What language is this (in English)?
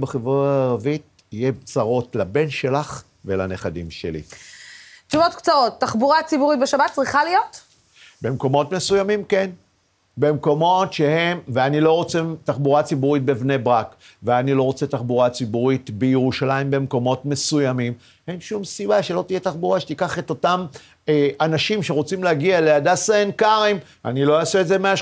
Hebrew